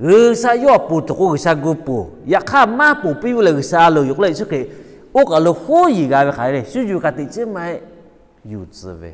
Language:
Lahu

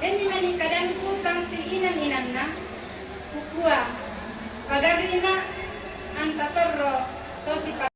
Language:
Toraja-Sa'dan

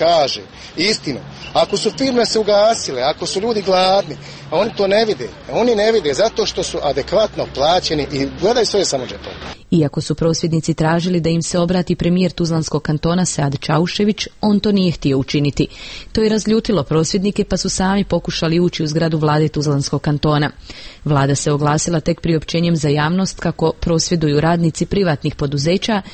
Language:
Croatian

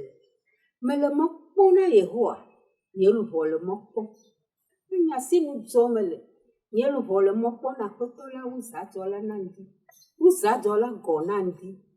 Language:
Ewe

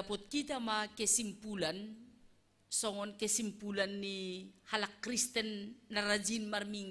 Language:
Batak Simalungun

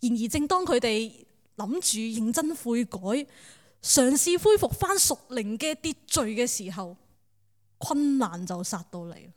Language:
Cantonese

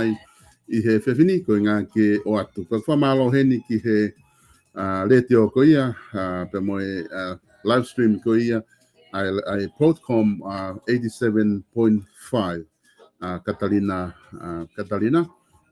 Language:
Tongan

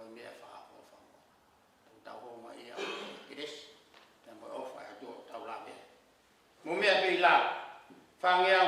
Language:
Tongan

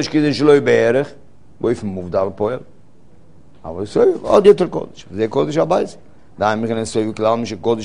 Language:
Hebrew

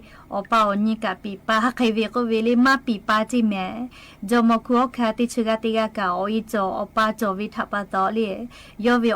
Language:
Lahu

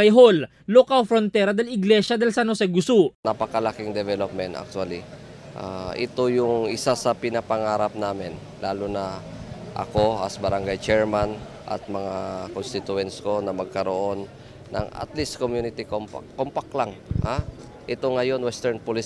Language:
Chavacano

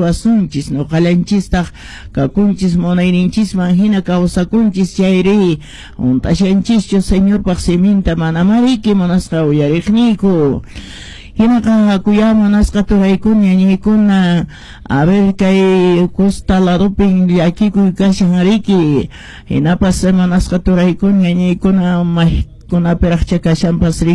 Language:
Quechua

